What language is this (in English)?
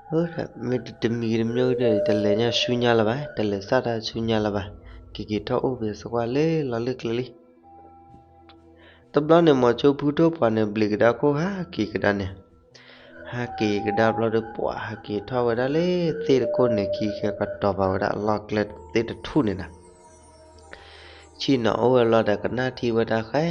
S'gaw Karen